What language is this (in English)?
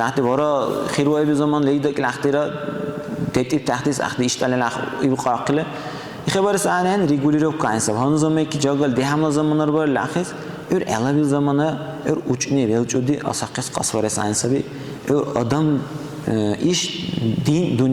Dargwa